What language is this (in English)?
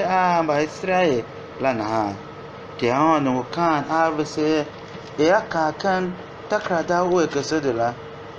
Tiv